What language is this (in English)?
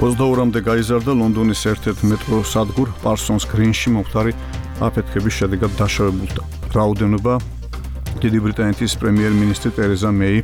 Georgian